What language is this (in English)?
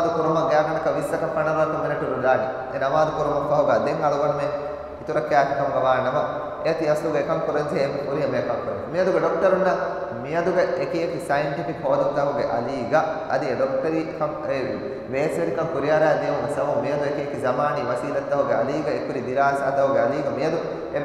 Divehi